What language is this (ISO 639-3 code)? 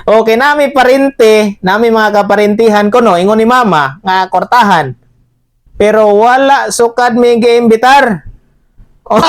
ceb